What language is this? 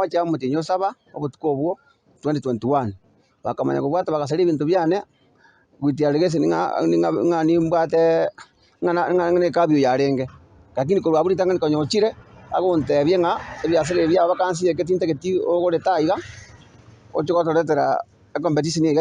Gusii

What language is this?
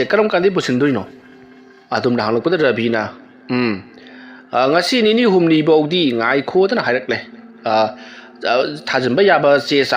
Manipuri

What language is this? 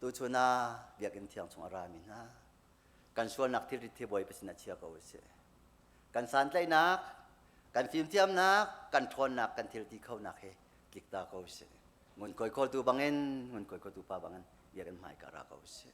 Hakha Chin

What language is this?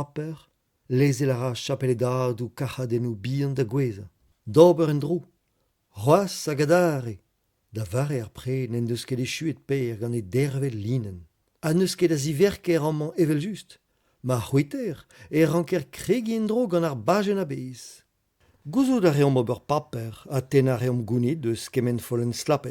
Breton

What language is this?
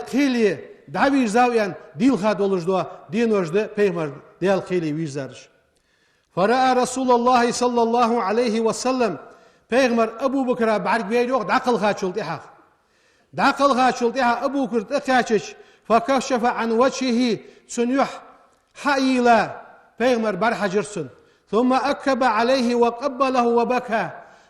Ingush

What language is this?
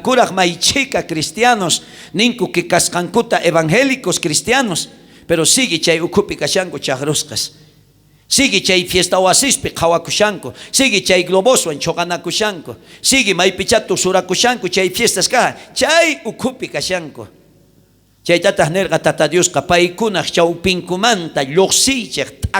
South Bolivian Quechua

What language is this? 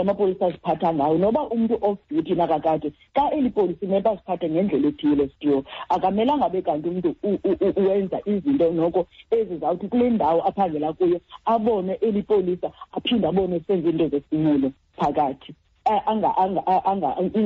Xhosa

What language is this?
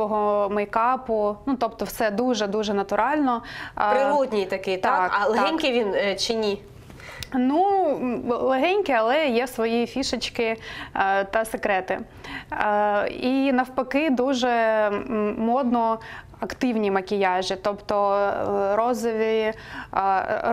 Ukrainian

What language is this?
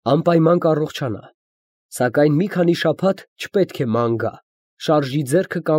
Armenian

